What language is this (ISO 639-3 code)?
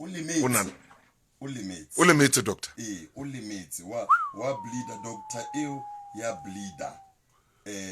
sot